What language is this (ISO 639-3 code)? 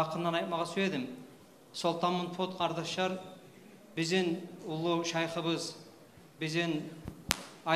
kum